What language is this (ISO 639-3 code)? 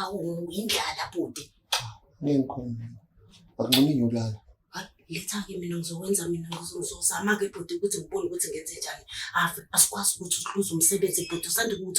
zul